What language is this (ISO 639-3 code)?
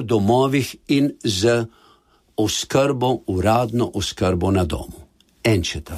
slv